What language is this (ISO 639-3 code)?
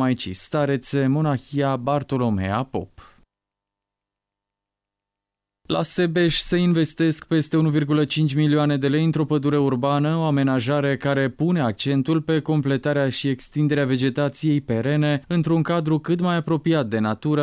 ron